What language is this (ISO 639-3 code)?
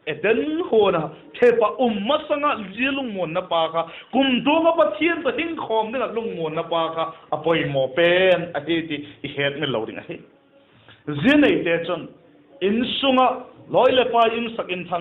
vap